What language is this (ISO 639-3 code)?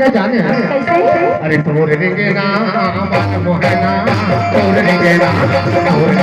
hne